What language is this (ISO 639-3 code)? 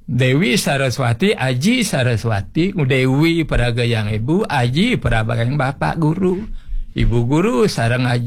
ban